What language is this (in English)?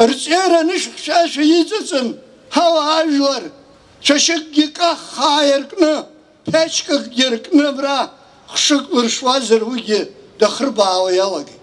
Abkhazian